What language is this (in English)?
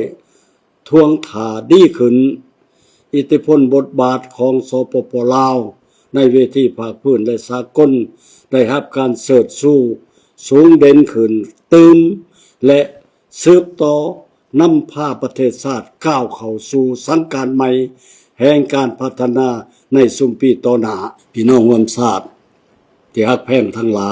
Lao